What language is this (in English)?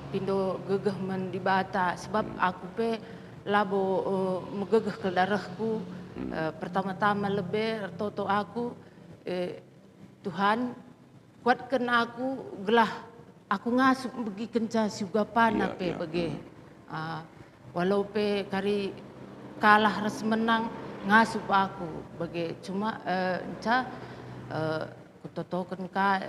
Batak Karo